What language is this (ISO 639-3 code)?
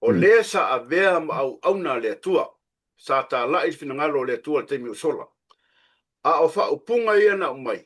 smo